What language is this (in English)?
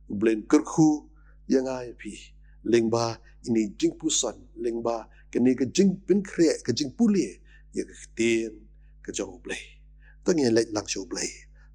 Khasi